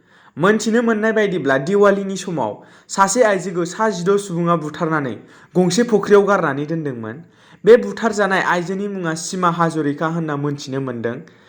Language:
Bodo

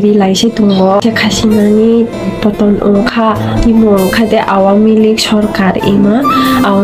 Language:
Kok Borok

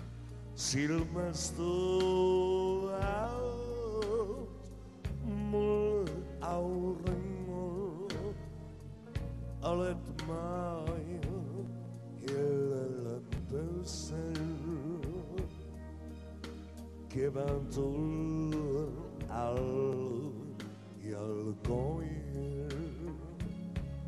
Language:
Finnish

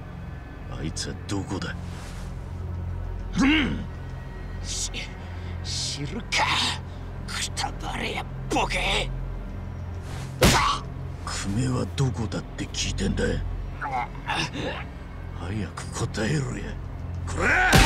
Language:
Japanese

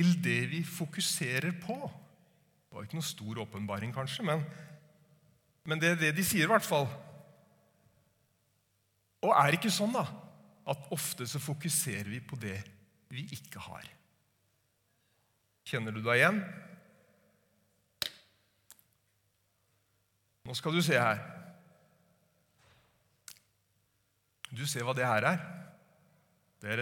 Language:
Norwegian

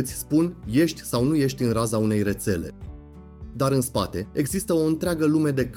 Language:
Romanian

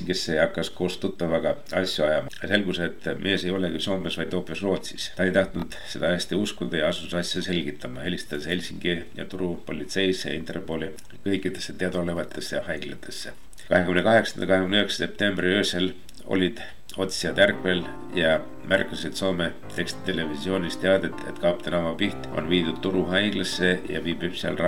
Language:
Estonian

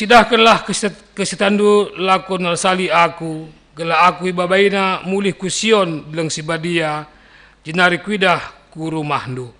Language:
Batak Karo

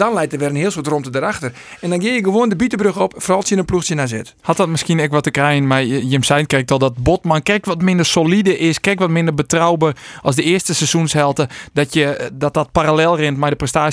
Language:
Western Frisian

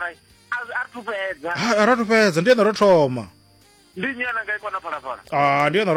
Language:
Venda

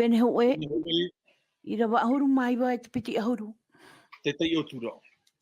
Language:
Tahitian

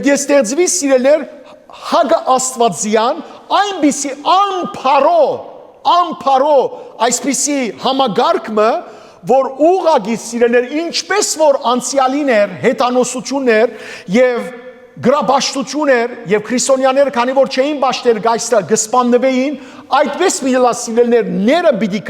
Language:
Western Armenian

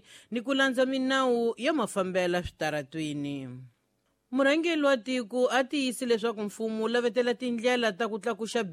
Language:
Tsonga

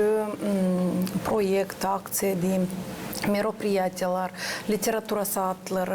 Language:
Gagauz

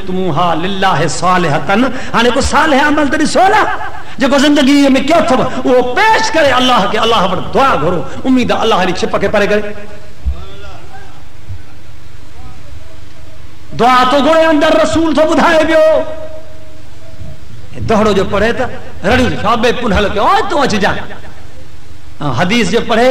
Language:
Sindhi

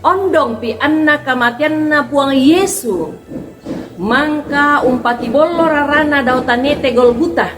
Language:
Toraja-Sa'dan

